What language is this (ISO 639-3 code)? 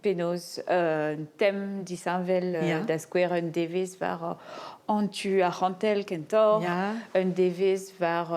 bre